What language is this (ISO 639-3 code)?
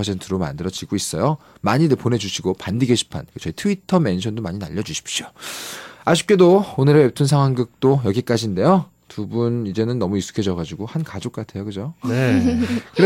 kor